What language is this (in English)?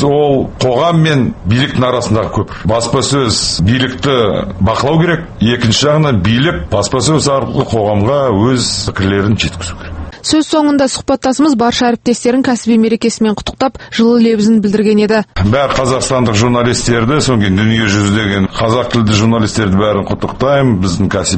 Kazakh